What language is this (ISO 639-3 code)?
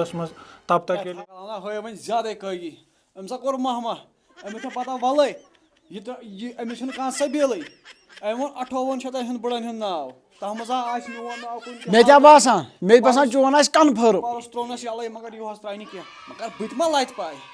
kas